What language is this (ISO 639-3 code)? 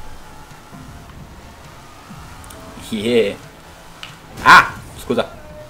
ita